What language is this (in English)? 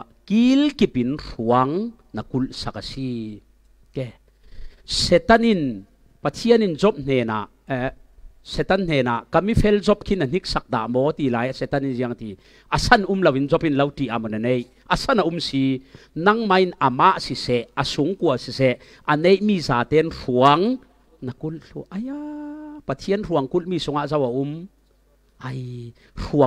Falam Chin